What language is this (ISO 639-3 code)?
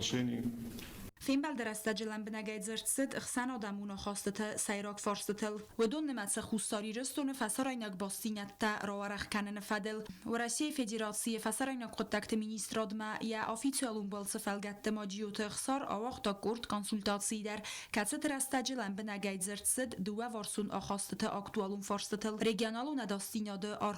oss